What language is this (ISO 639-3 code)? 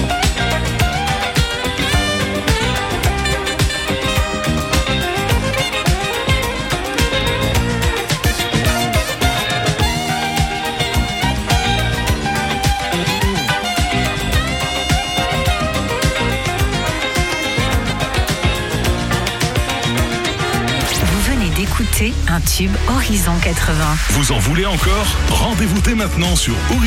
fra